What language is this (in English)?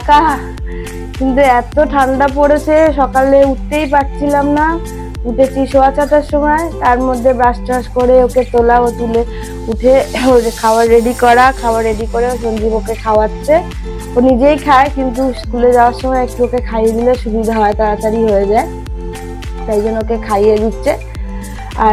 Bangla